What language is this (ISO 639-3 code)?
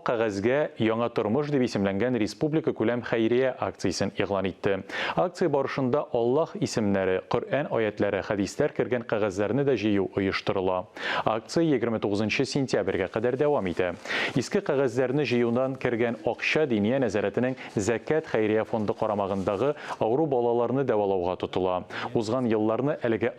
tat